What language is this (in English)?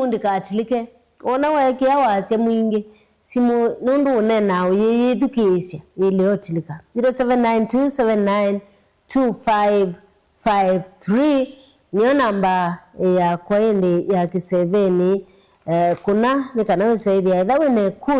Kamba